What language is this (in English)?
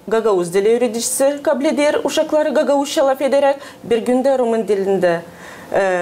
Gagauz